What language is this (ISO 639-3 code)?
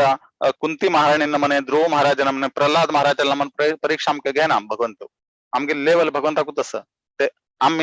kok